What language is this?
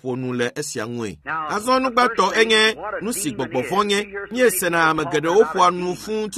Ewe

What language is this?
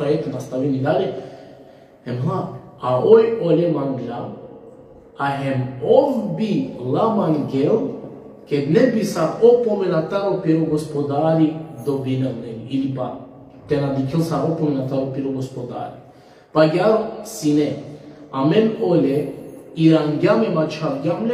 Balkan Romani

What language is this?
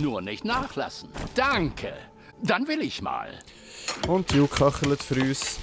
Swiss German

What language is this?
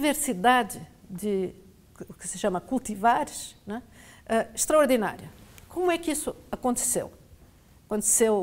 Portuguese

